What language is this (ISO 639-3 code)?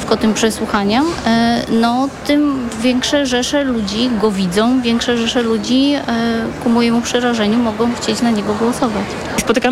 pol